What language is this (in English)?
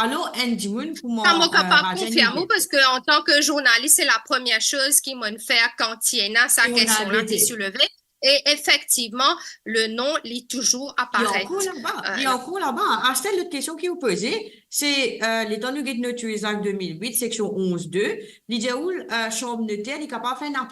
Morisyen